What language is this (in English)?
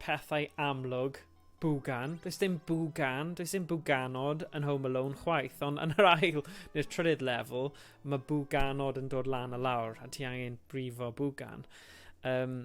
Welsh